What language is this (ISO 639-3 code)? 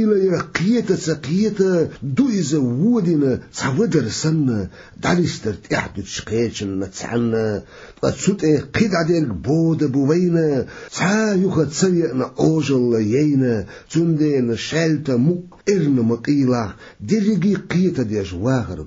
che